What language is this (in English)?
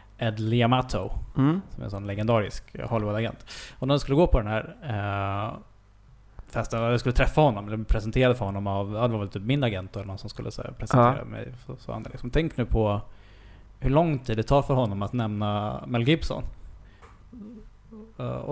Swedish